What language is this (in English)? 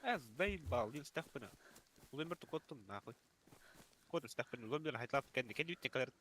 Yakut